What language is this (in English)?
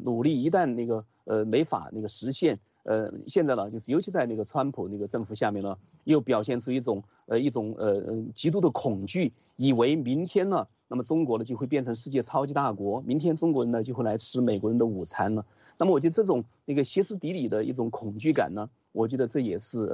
Chinese